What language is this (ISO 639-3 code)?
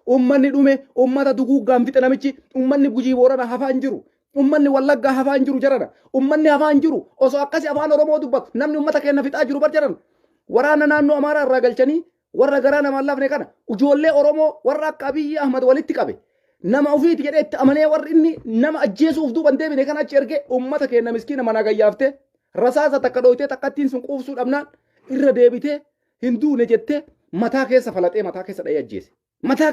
orm